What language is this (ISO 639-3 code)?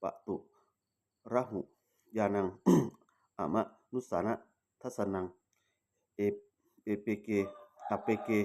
pli